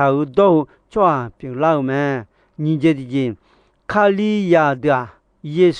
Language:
Akha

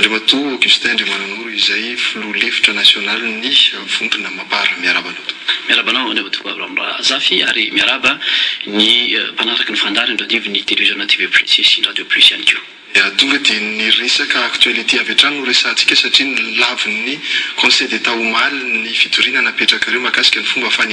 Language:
Malagasy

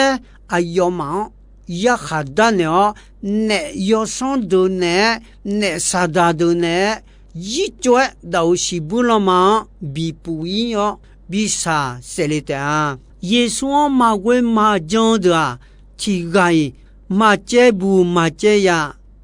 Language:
Akha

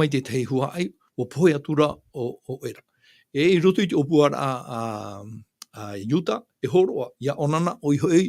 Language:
Tahitian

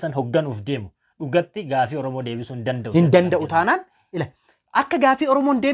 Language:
Oromo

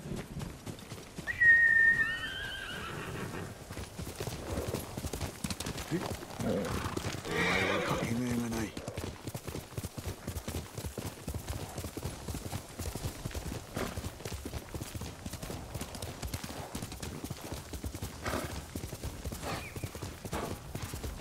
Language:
Japanese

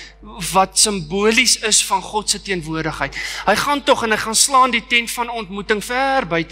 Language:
Afrikaans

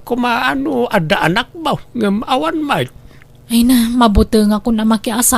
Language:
Iloko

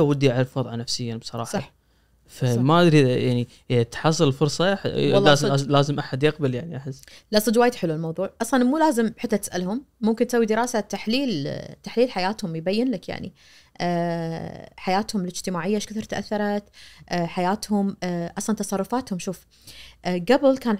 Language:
Najdi Arabic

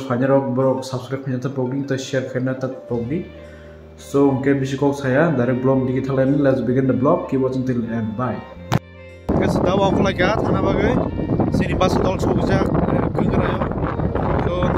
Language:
Kok Borok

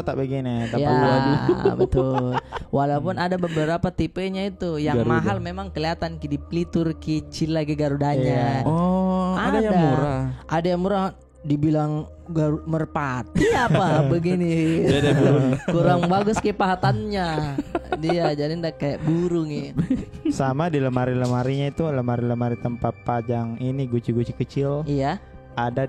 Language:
Makassar Malay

